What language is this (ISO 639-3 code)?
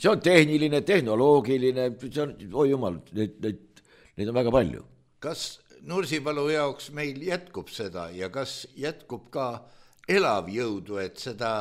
est